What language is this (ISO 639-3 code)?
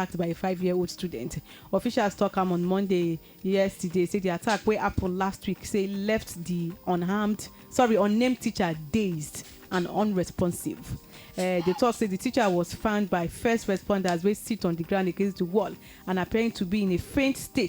pcm